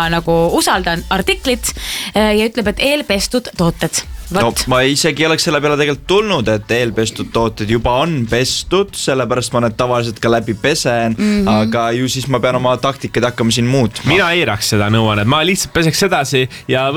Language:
Estonian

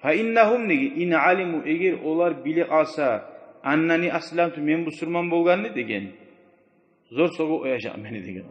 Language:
Kumyk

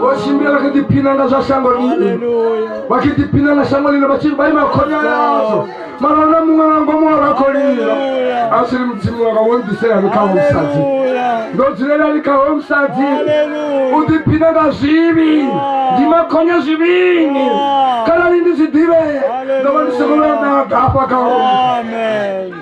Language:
Venda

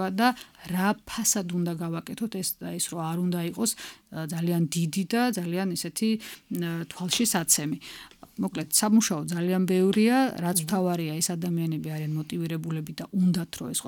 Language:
Georgian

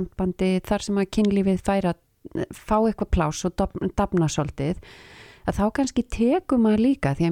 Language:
Icelandic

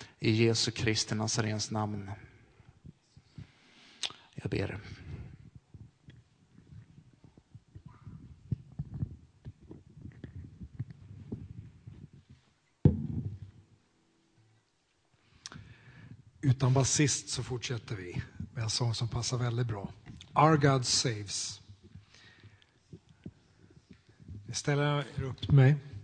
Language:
Swedish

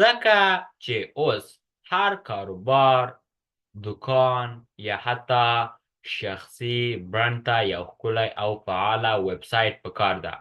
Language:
Pashto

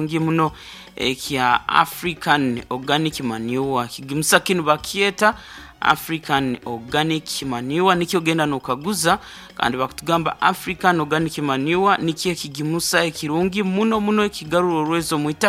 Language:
Nyoro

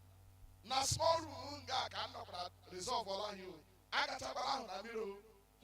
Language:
Igbo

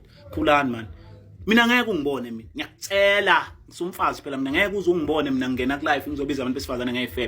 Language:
Zulu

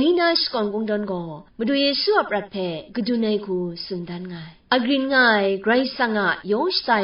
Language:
Kachin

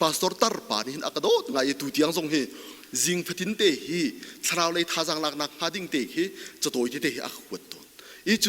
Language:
Hakha Chin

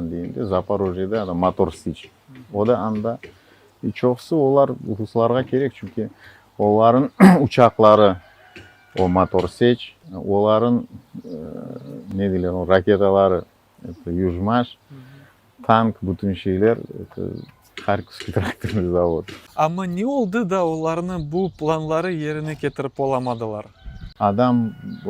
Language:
Crimean Tatar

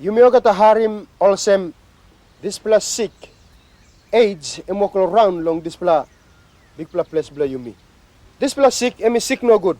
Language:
Tok Pisin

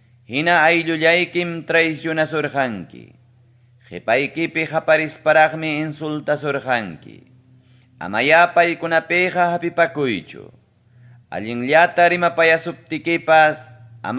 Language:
Ayacucho Quechua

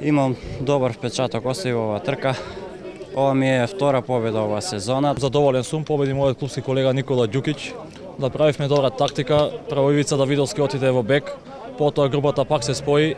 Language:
Macedonian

